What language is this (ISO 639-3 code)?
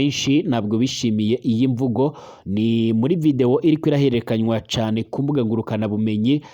run